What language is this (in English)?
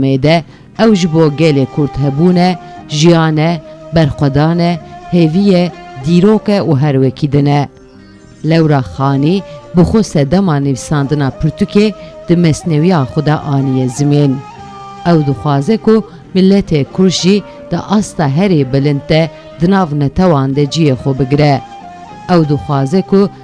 Kurdish